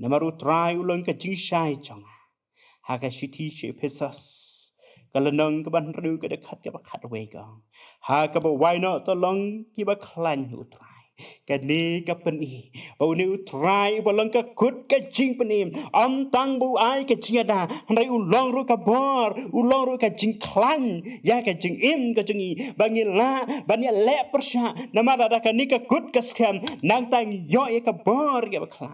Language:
Khasi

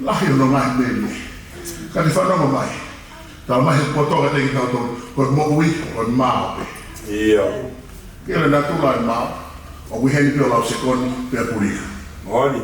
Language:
Tongan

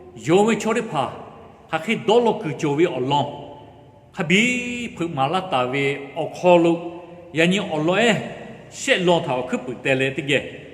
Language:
Lahu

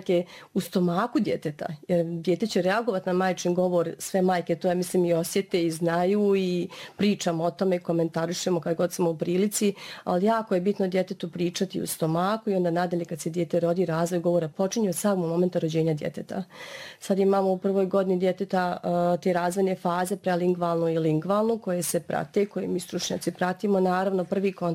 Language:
Bosnian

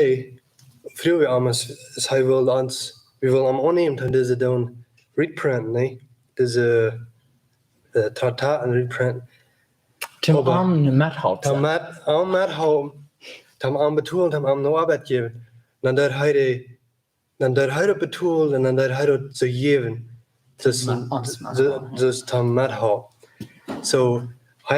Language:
Plautdietsch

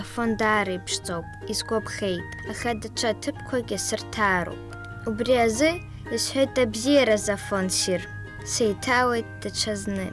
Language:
Abkhazian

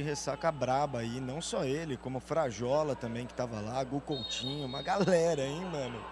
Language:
Portuguese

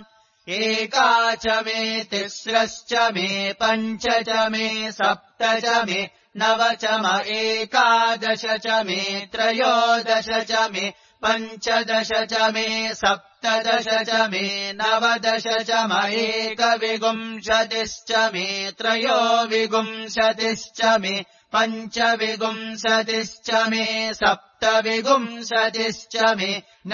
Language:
Sanskrit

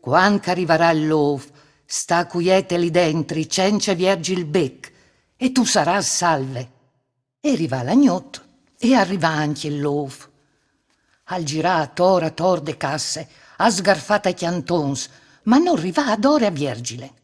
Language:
Friulian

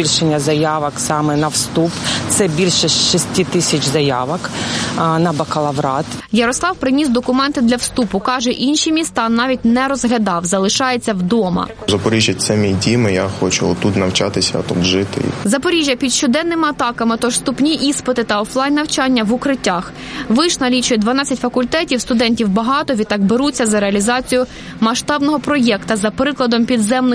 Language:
Ukrainian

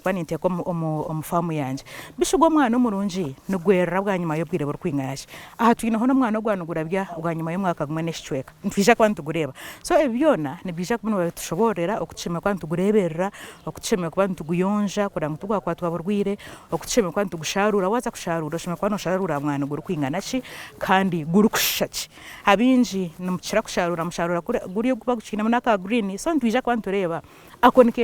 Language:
Nyankole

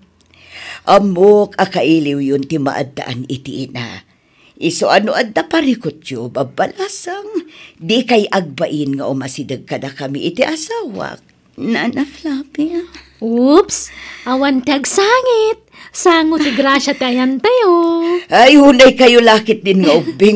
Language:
Iloko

